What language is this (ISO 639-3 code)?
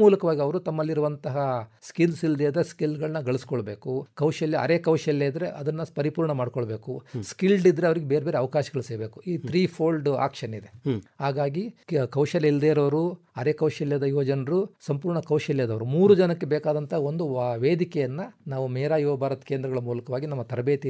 kan